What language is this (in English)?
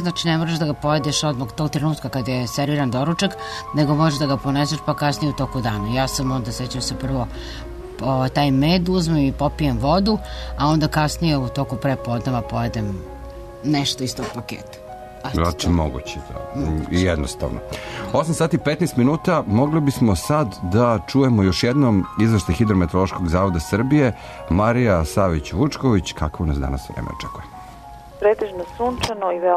Serbian